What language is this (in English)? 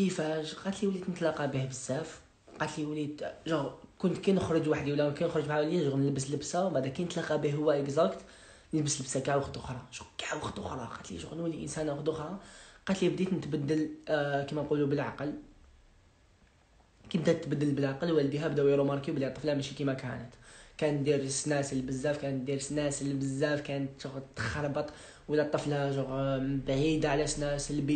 Algerian Arabic